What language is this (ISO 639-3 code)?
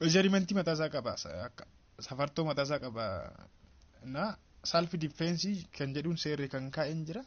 orm